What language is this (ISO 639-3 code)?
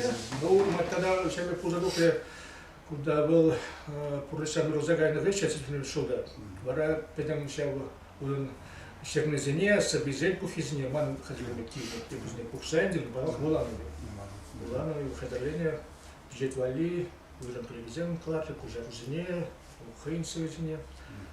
chv